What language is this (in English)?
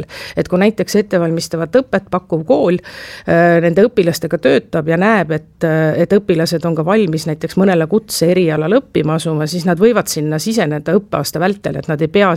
Estonian